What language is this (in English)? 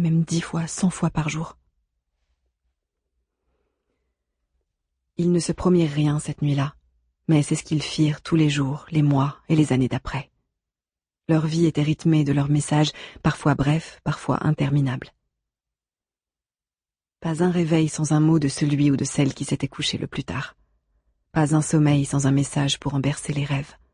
French